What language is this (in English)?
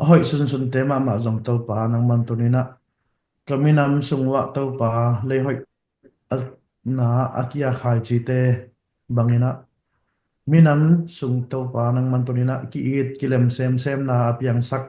Tedim Chin